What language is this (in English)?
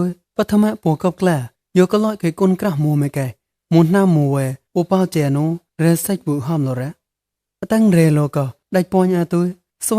Mon